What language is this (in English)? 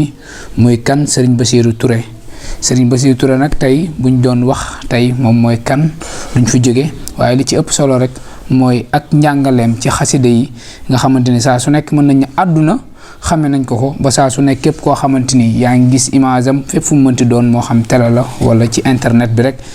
Wolof